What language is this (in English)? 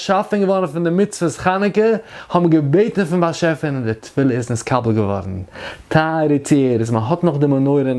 Yiddish